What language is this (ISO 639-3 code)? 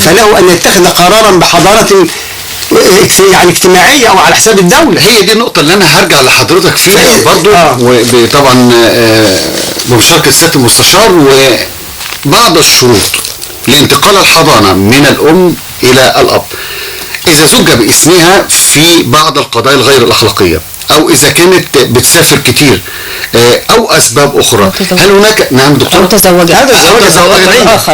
arz